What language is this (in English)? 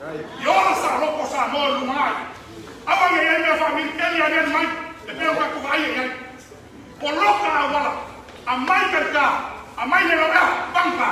Samoan